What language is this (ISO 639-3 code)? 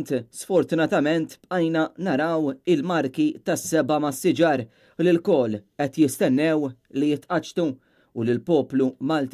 mlt